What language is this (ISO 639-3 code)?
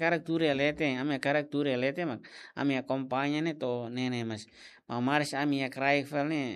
tet